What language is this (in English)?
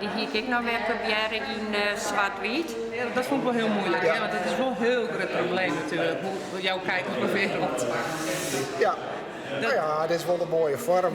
Western Frisian